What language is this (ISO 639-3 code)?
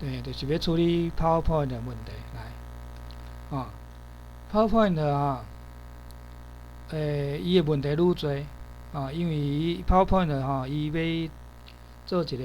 nan